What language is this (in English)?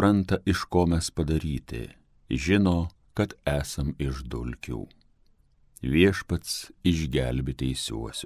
Lithuanian